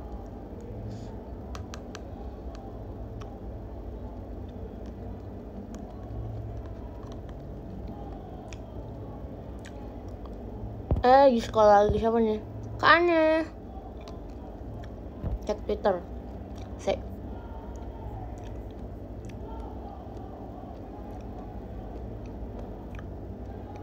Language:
Indonesian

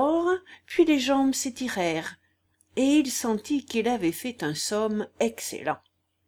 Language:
French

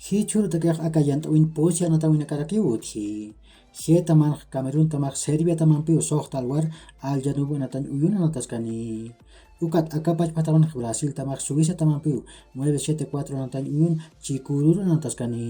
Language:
Aymara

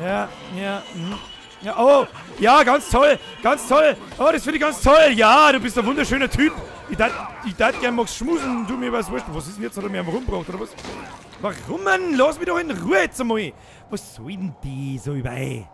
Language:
Bavarian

